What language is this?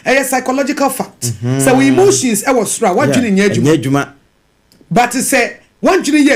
Akan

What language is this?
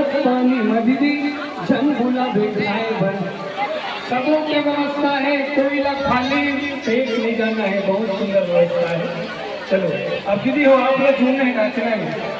Chhattisgarhi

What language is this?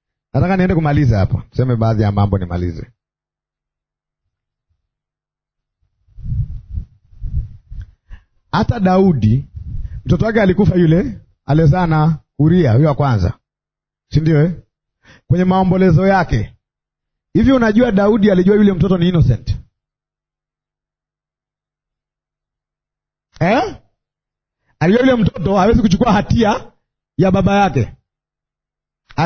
Swahili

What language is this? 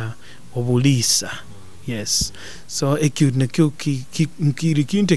Nyoro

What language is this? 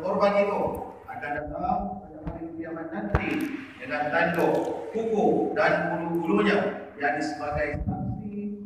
Malay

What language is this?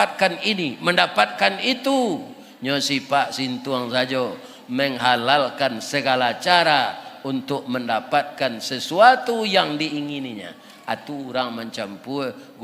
Minangkabau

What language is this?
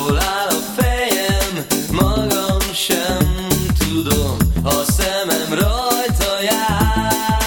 Hungarian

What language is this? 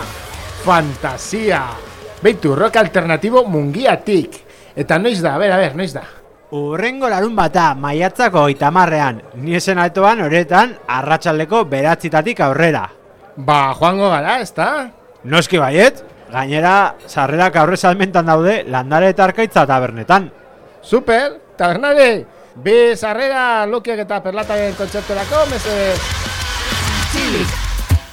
Basque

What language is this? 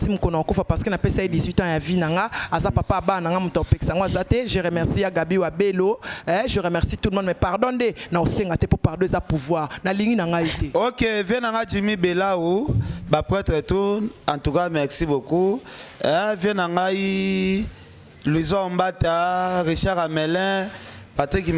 Lingala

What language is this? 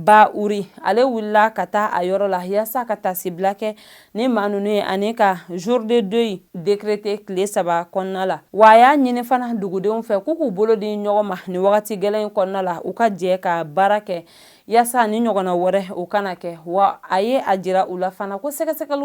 Bambara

